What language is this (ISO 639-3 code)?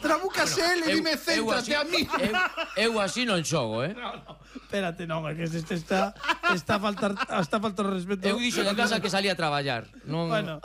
glg